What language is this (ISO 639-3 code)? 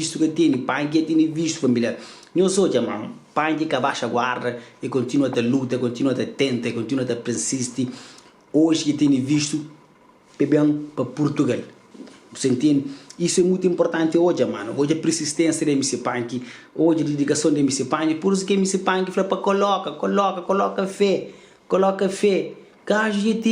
kea